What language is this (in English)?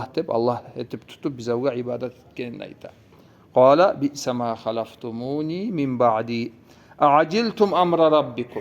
Kumyk